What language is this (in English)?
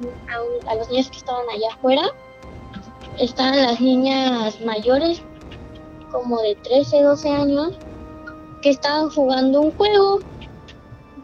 Spanish